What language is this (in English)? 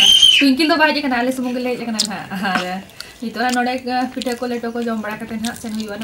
Santali